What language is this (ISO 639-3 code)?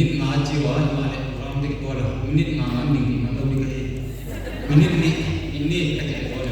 pck